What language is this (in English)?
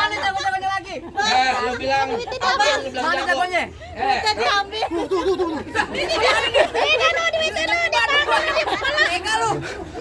Betawi